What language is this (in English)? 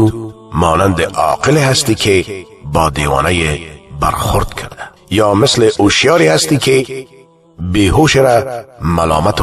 Persian